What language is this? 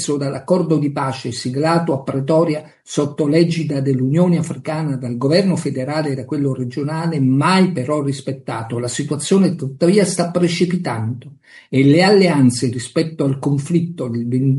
Italian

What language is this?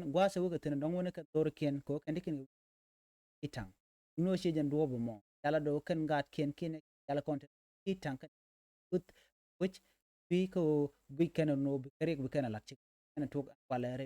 Nuer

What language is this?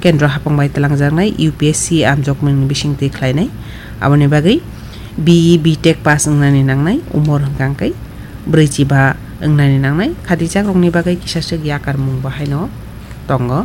Kok Borok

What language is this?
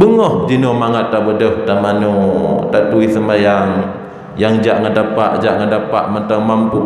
Achinese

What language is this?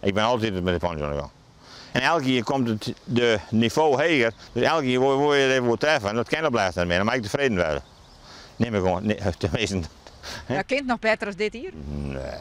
Western Frisian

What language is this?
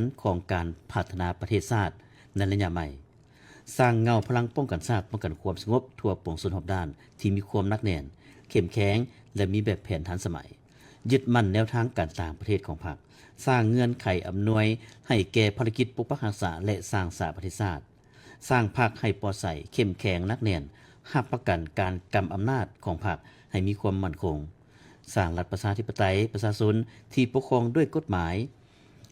Lao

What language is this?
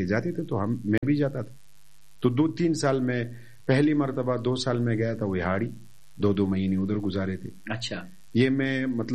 Urdu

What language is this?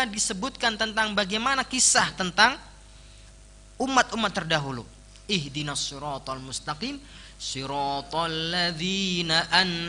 Indonesian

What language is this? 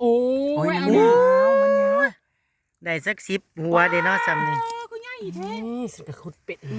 Northeastern Thai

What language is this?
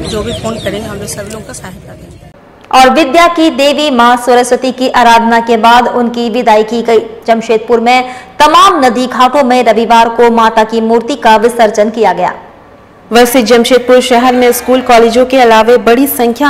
Hindi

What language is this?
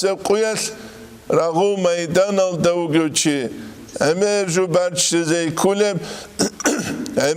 Avaric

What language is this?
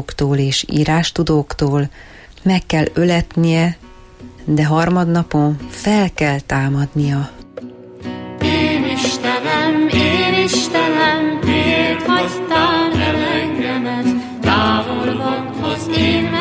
Hungarian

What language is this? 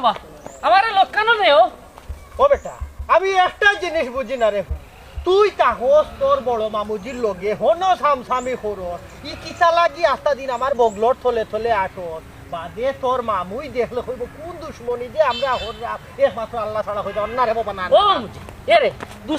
Sylheti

